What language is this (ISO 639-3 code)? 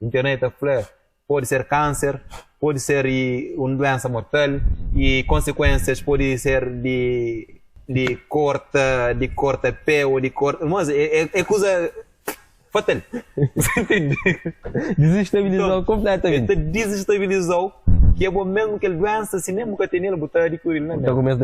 kea